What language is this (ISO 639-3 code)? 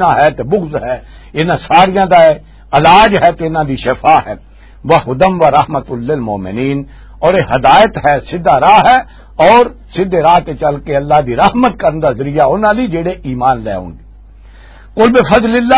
lah